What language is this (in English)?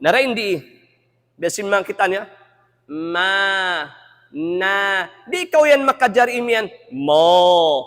Tausug